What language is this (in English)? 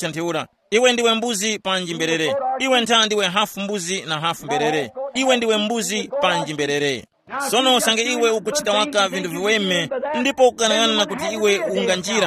Tumbuka